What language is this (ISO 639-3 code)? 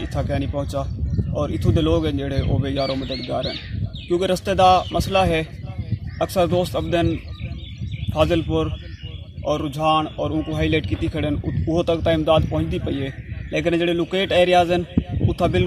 skr